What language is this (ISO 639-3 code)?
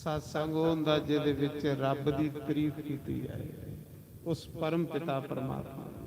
doi